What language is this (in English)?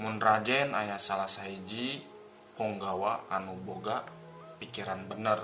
Sundanese